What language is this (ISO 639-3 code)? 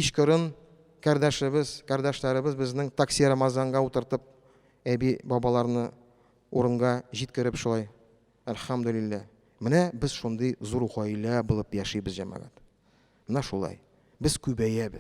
tat